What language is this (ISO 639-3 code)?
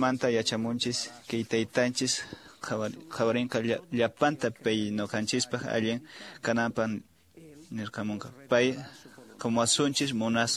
que